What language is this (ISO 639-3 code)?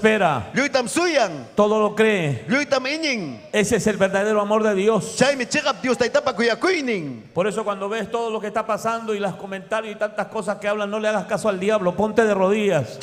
quy